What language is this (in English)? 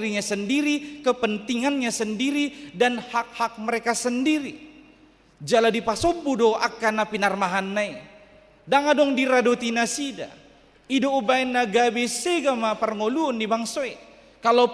Batak Toba